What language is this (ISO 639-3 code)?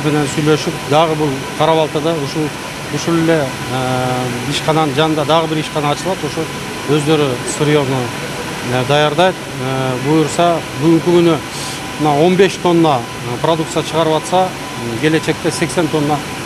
kir